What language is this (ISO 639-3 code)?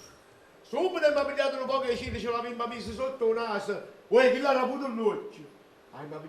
nap